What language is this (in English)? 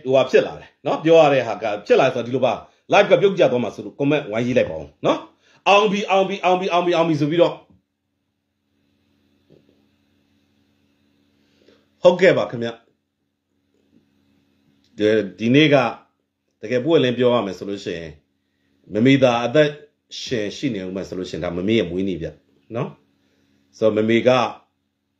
Burmese